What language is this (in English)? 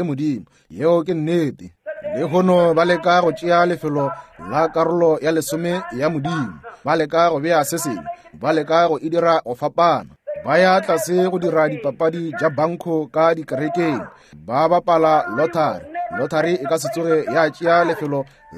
Northern Sotho